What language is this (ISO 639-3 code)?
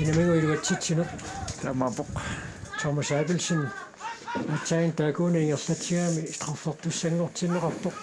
kal